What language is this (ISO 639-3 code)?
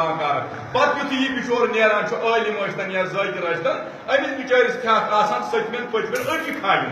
kas